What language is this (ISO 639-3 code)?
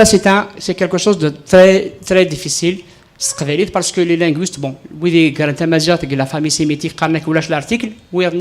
kab